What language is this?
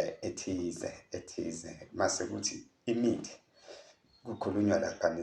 Zulu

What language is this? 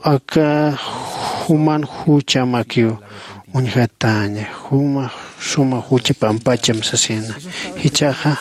Aymara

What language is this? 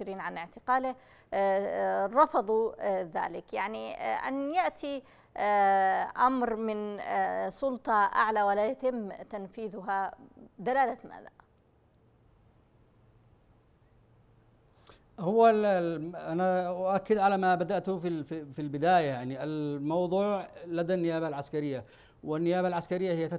Arabic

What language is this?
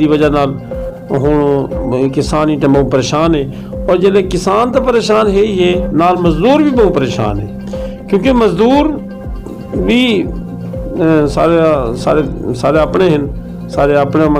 Saraiki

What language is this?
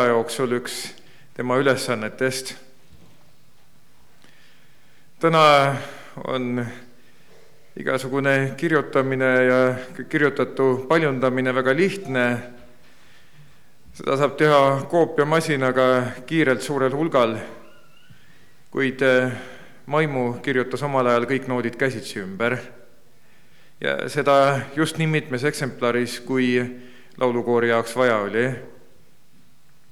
Estonian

